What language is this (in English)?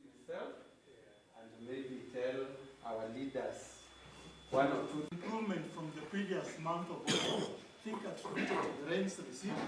Kamba